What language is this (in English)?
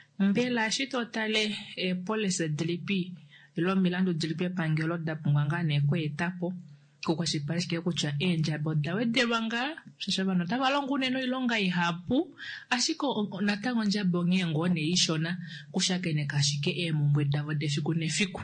Kuanyama